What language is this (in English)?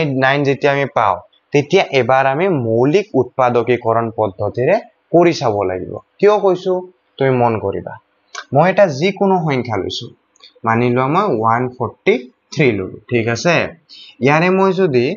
Assamese